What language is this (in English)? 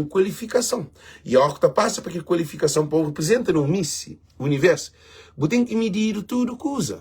Kabuverdianu